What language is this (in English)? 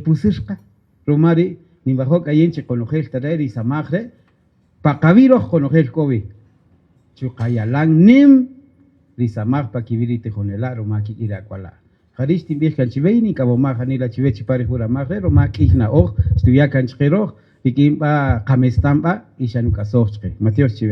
Kaqchikel